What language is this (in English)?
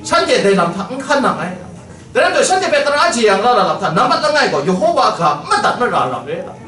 Kachin